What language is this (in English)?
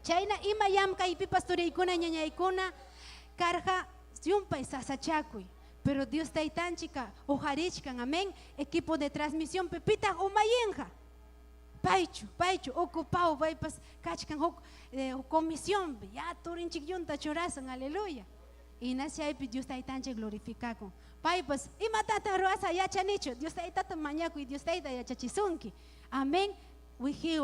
Ayacucho Quechua